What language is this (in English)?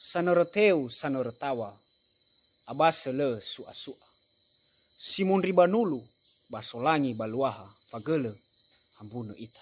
Nias